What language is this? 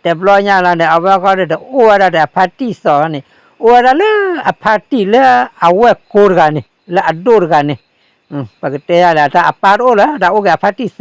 S'gaw Karen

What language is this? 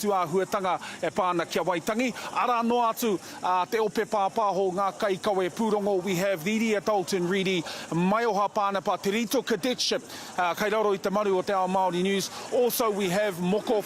Māori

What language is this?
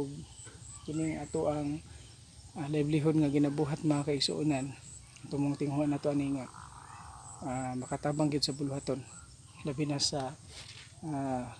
Cebuano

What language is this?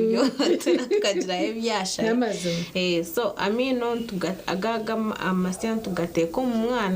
Nyankole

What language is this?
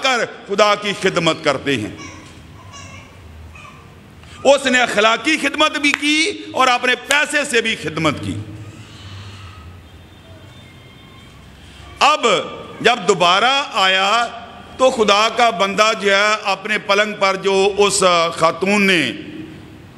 Urdu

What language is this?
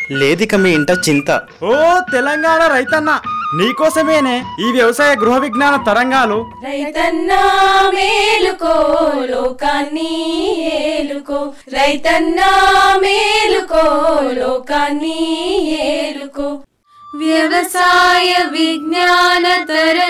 Telugu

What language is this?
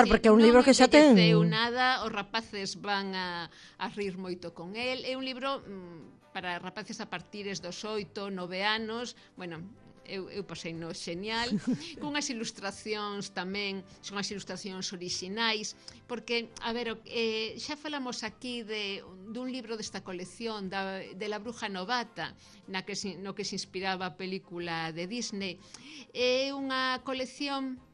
Galician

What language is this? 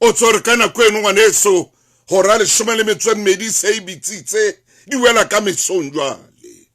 Southern Sotho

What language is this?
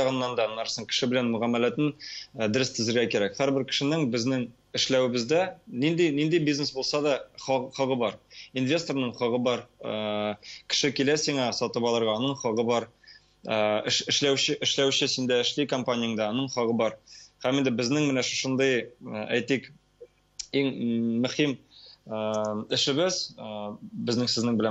Tatar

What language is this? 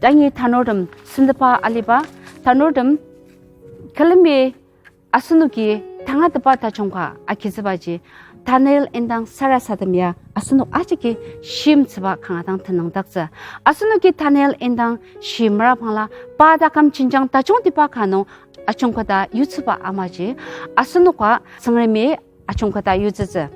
Ao Naga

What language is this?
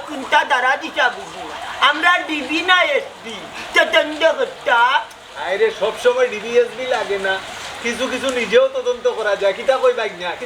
Sylheti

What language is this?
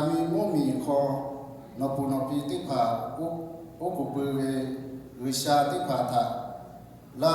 Lahu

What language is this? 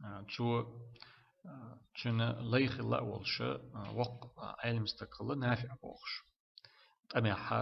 Chechen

